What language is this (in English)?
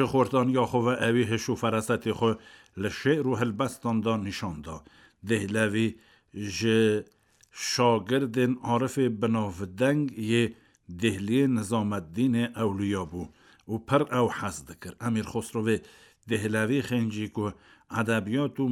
Kurdish